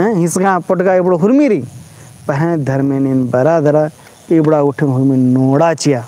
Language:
Kurukh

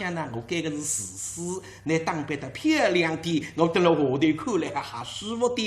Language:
Wu Chinese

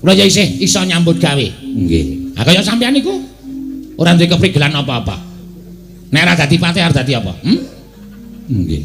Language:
Javanese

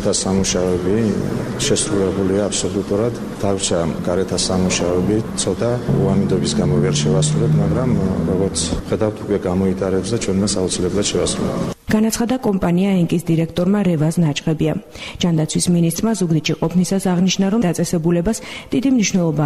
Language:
Georgian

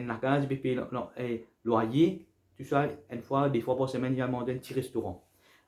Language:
Morisyen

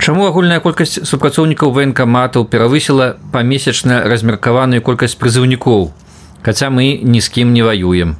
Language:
Belarusian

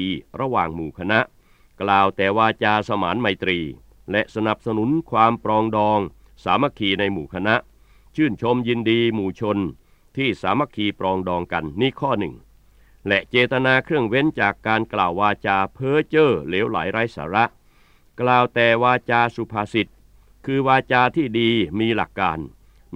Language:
Thai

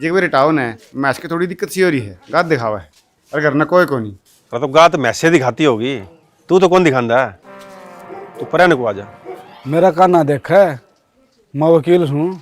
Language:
Haryanvi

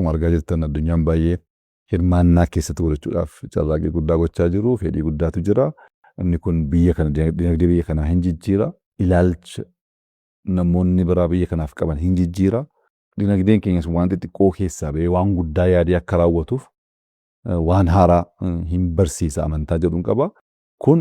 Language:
Oromo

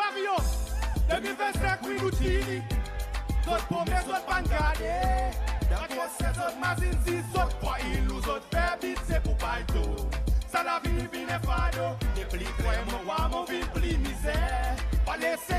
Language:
Seselwa Creole French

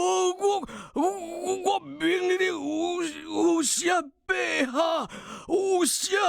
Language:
Min Nan Chinese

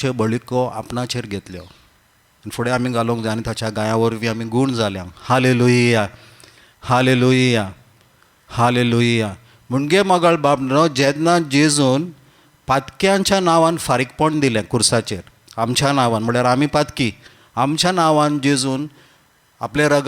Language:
Konkani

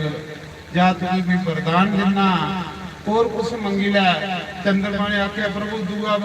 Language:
Dogri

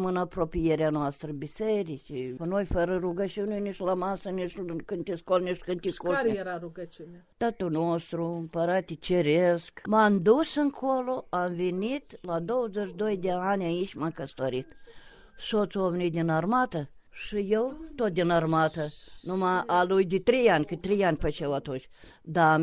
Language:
Romanian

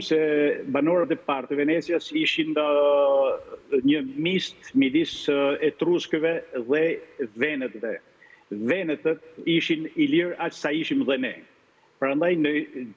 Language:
Albanian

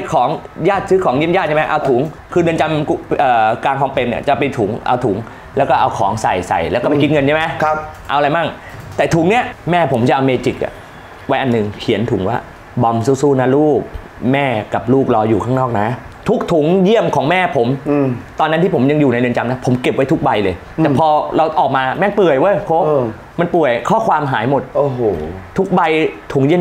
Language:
Thai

